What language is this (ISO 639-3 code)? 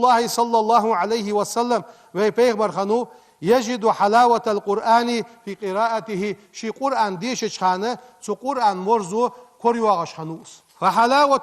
inh